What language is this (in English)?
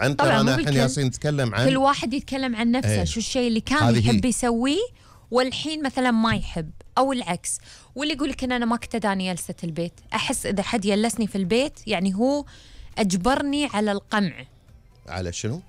Gulf Arabic